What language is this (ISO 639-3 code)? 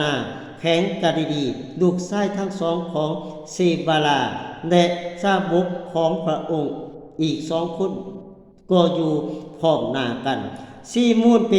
lao